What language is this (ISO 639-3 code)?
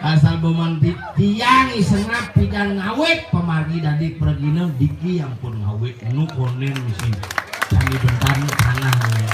ban